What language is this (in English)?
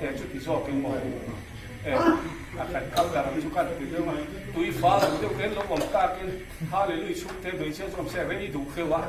Mizo